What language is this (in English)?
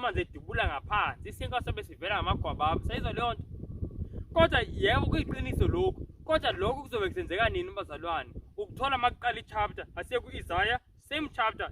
Zulu